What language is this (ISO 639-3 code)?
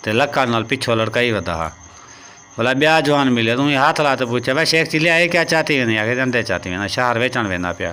skr